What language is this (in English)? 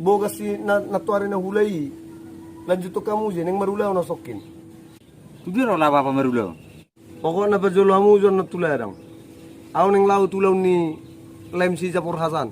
Batak Toba